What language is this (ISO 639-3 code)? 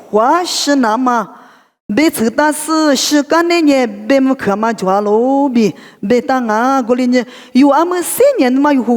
lis